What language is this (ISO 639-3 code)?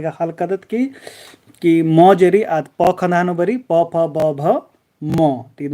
kru